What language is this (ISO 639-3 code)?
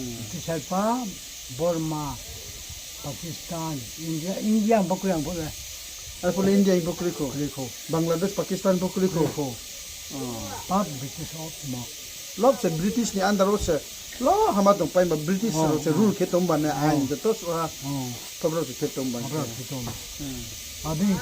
ria